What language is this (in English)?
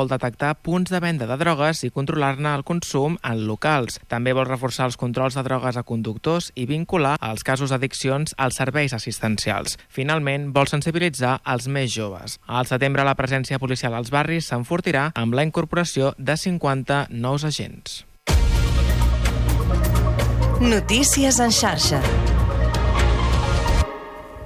Catalan